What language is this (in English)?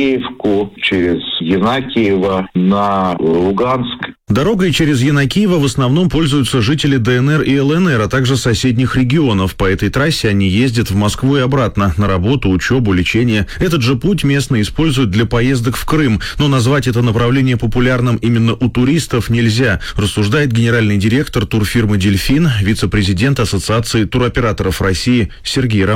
Russian